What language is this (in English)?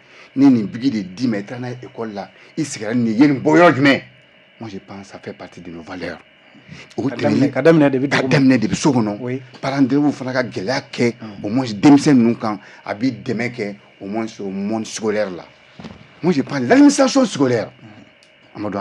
Bambara